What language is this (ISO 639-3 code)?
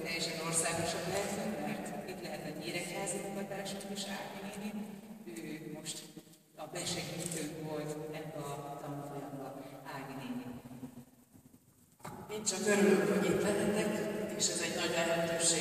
hun